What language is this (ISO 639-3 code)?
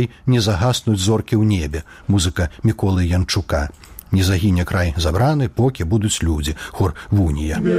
bel